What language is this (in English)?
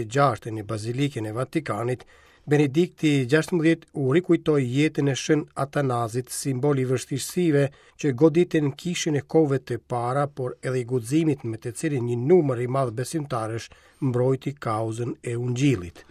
Albanian